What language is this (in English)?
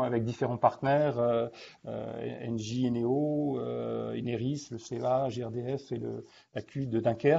French